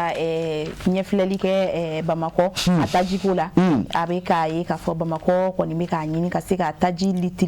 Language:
Bambara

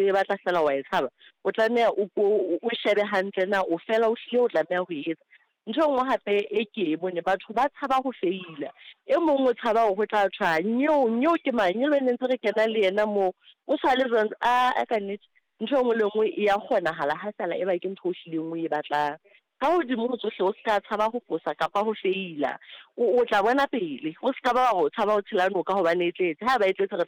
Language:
Southern Sotho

